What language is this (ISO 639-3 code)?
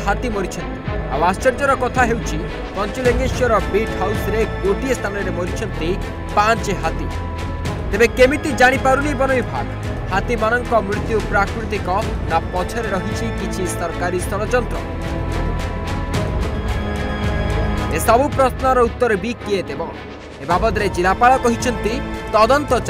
ori